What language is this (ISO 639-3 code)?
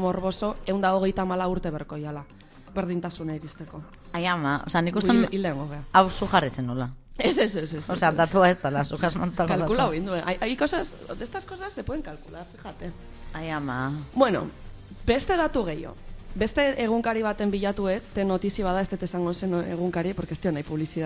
eus